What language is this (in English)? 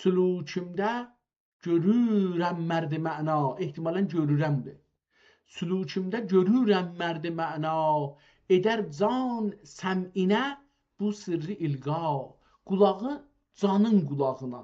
South Azerbaijani